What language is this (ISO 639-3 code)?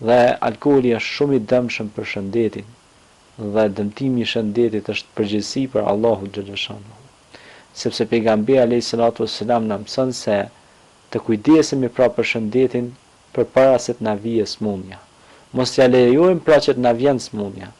sqi